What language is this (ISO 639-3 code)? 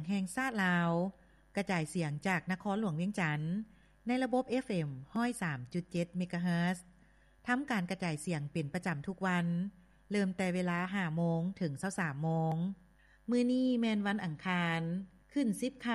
lao